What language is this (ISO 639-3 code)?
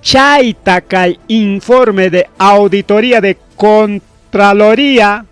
quy